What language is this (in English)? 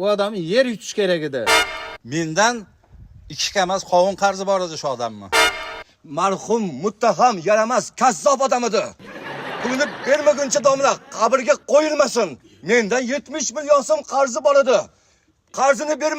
Uzbek